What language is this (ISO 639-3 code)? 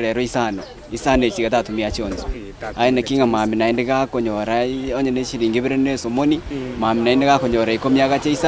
guz